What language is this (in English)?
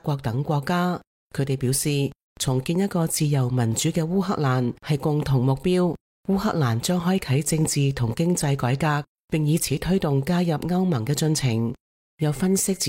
Cantonese